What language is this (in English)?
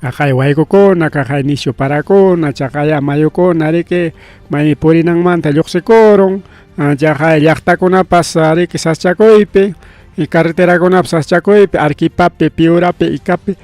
Ayacucho Quechua